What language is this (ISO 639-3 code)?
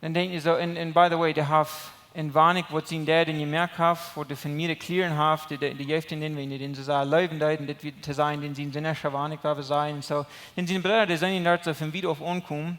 pdt